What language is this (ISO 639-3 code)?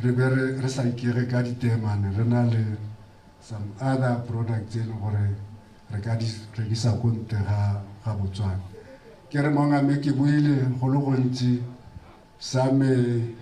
tsn